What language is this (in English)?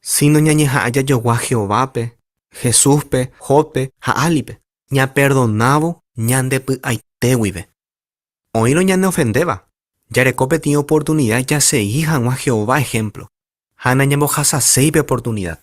Guarani